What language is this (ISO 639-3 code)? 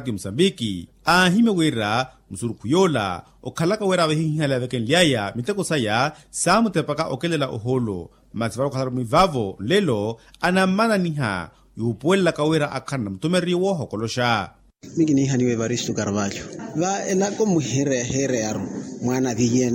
vmw